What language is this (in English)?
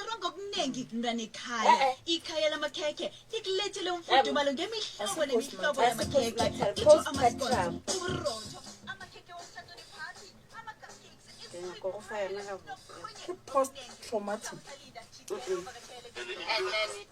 Northern Sotho